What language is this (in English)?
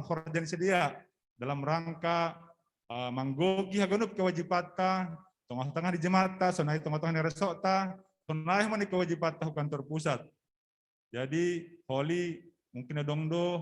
Batak Simalungun